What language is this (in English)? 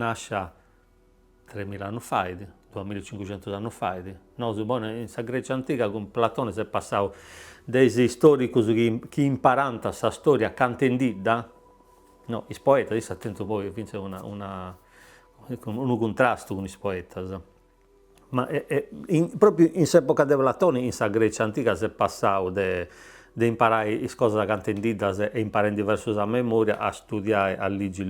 Sardinian